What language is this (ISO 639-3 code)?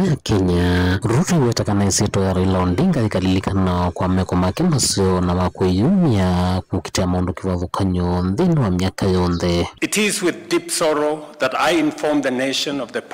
kam